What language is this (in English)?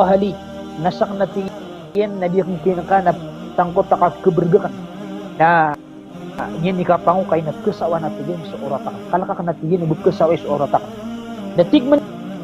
Maranao